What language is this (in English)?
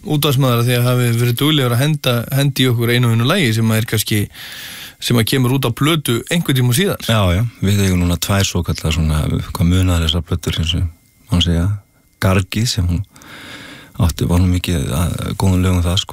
Icelandic